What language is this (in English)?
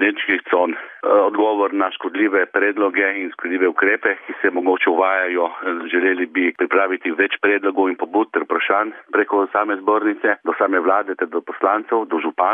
Slovenian